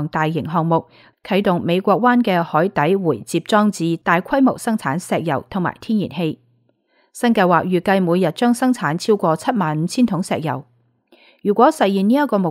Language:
Cantonese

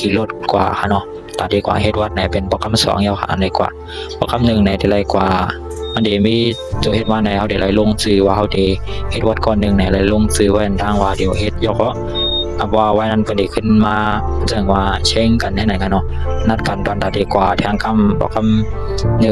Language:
Shan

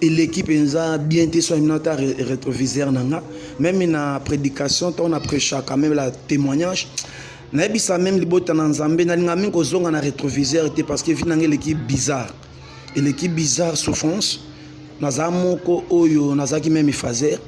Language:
Lingala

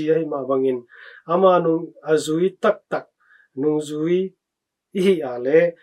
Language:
Tedim Chin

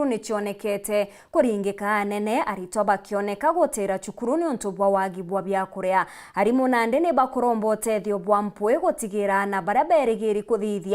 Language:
Meru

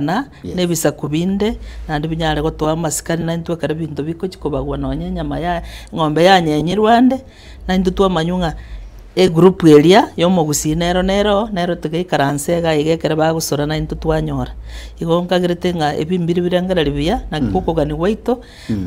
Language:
Gusii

